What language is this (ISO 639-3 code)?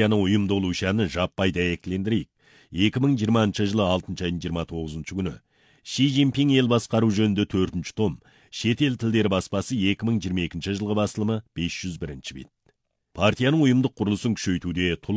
kaz